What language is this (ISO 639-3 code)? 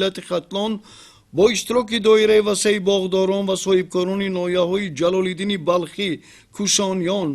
tgk